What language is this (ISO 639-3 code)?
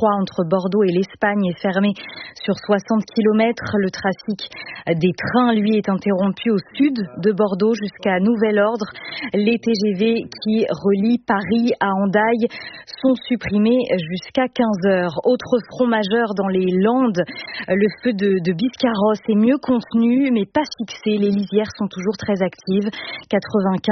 fra